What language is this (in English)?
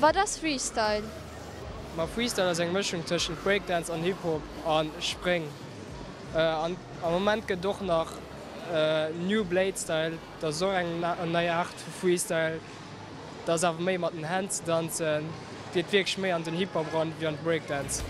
Luxembourgish